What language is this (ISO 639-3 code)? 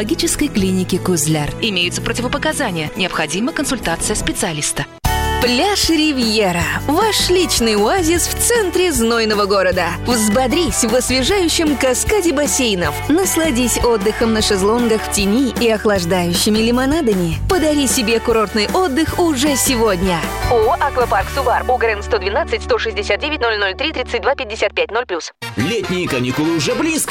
rus